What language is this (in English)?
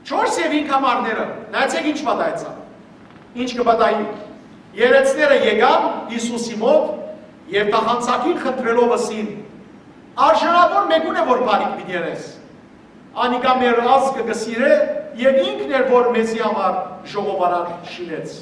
Western Armenian